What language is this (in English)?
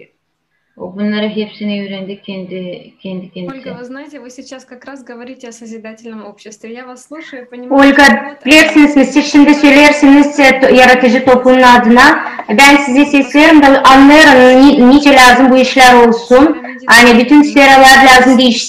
Gagauz